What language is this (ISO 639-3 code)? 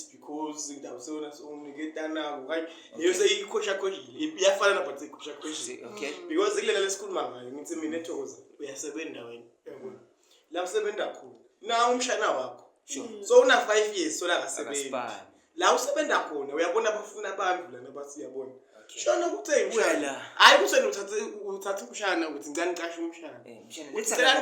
zul